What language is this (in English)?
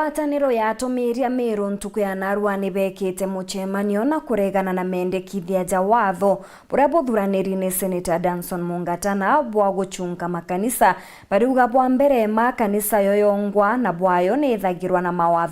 Meru